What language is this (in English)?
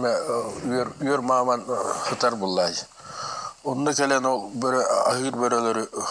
Yakut